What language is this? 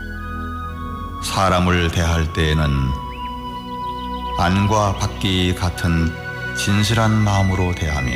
Korean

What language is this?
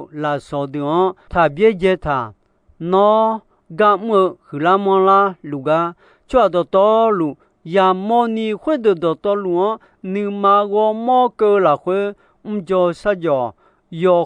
Akha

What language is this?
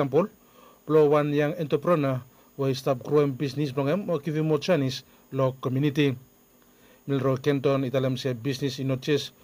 Bislama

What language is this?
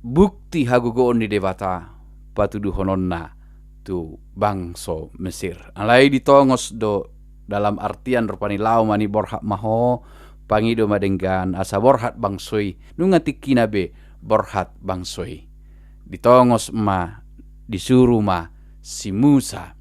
Batak Toba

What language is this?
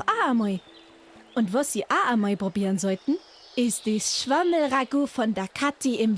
Bavarian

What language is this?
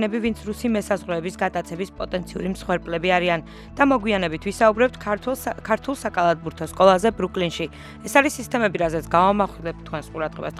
Georgian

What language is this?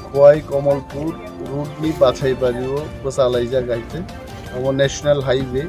Kok Borok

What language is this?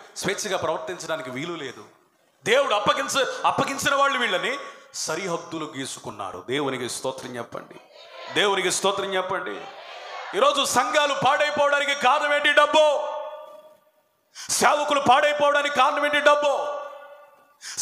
Telugu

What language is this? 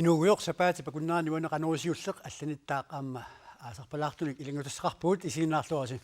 Kalaallisut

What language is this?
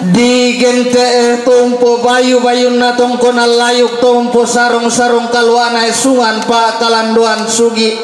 Toraja-Sa'dan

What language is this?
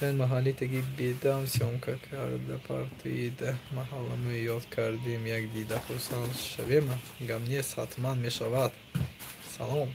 Tajik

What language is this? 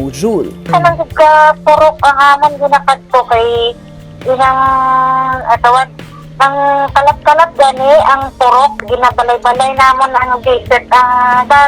Hiligaynon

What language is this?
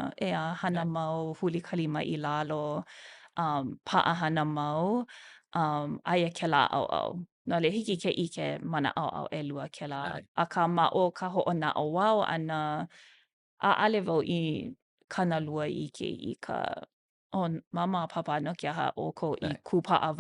Hawaiian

